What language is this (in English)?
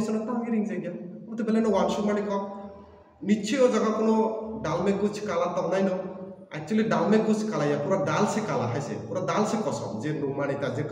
Kok Borok